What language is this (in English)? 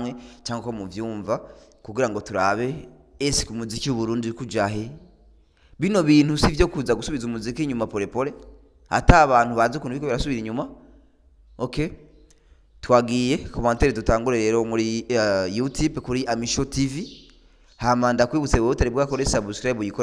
Rundi